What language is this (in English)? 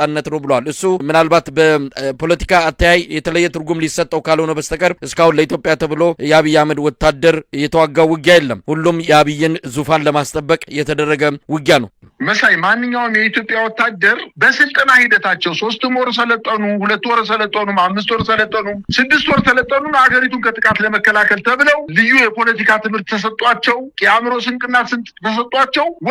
Amharic